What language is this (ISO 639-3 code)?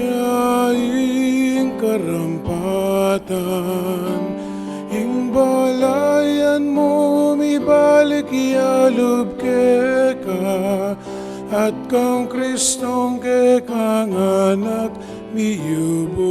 pam